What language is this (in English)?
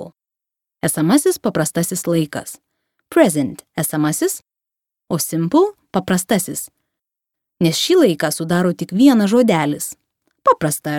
Lithuanian